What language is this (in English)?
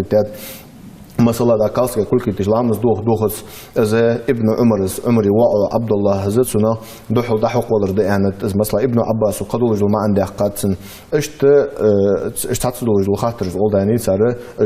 Ingush